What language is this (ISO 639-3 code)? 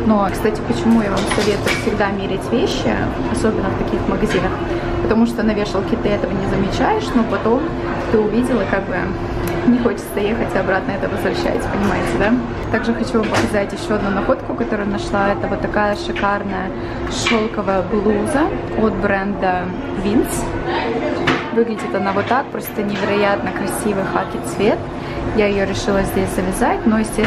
rus